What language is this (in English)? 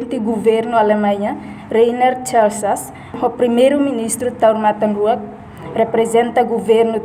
Tetum